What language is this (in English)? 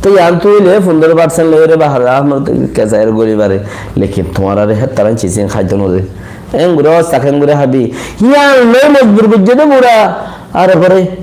Rohingya